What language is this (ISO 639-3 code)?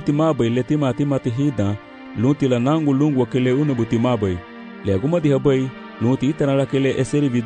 cab